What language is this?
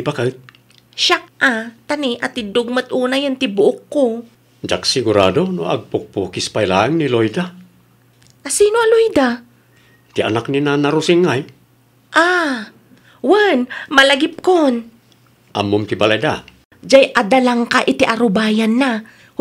Iloko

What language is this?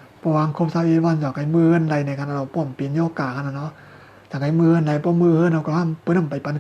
Shan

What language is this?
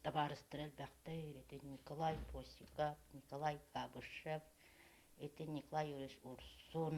Yakut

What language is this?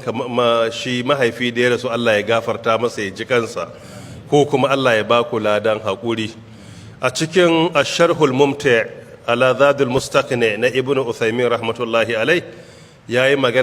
Hausa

